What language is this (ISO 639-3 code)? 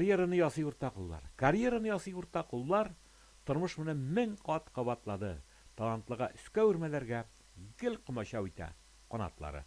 tat